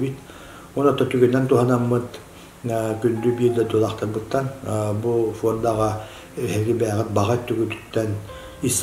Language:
Yakut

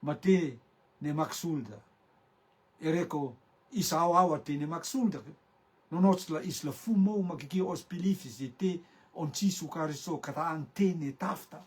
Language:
Rotuman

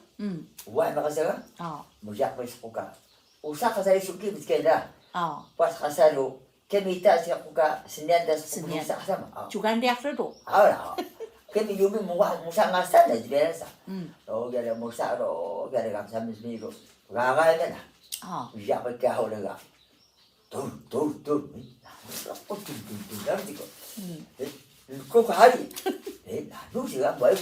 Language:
Atayal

